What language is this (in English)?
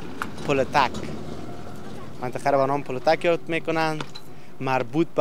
Persian